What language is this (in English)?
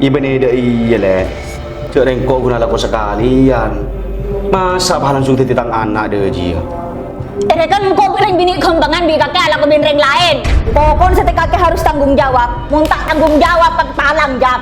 Madurese